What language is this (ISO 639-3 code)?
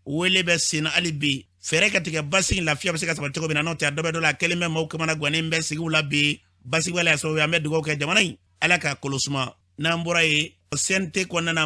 bam